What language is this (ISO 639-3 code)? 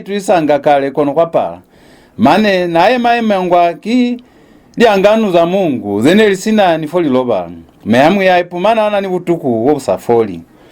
loz